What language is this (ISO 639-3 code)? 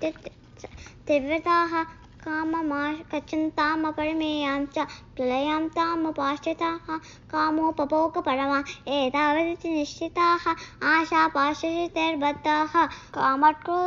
san